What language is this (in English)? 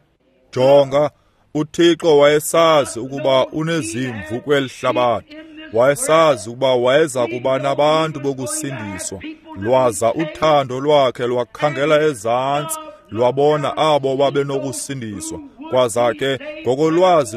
Xhosa